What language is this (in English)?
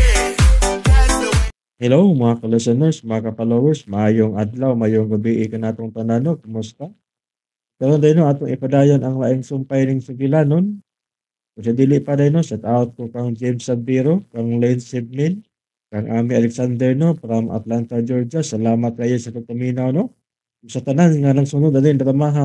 Cebuano